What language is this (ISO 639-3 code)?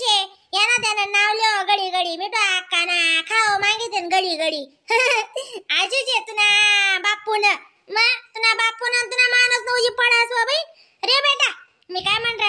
khn